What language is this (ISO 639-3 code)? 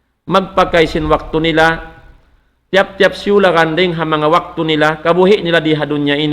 tsg